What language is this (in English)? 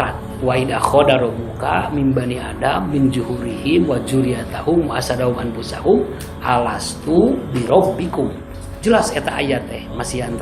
Sundanese